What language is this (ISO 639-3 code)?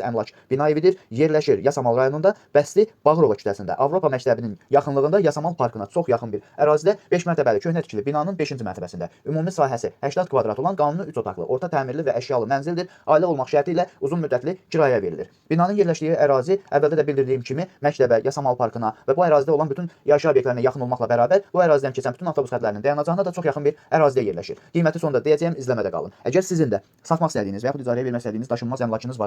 aze